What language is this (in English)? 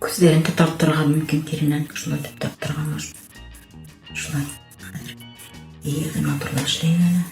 Bashkir